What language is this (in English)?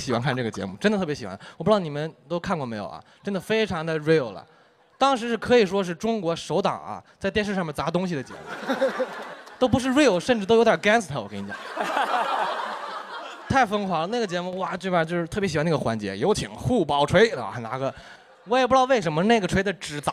Chinese